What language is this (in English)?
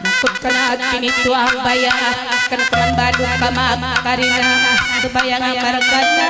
Batak Karo